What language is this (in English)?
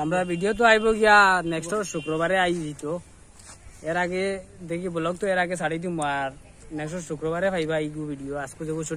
Sylheti